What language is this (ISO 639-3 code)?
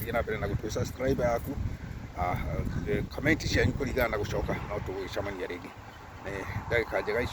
kik